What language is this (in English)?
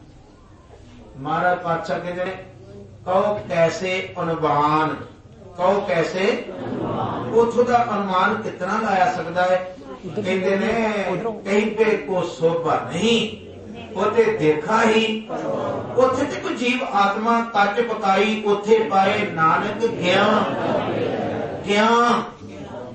Punjabi